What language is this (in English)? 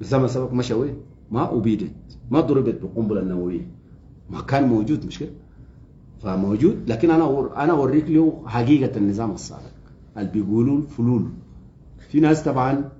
Sudanese Arabic